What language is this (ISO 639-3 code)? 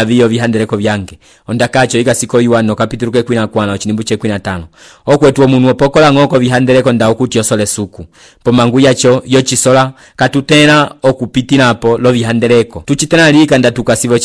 umb